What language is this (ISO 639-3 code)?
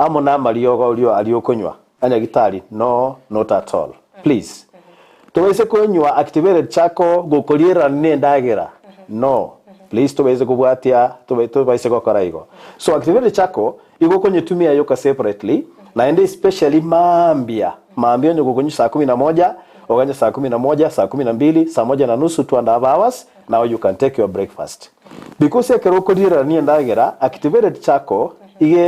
guz